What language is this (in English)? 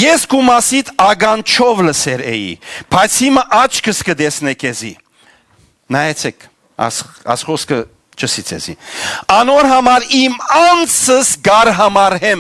Western Armenian